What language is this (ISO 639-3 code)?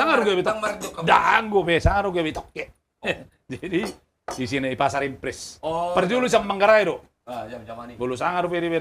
bbc